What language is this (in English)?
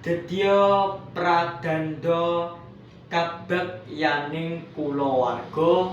Javanese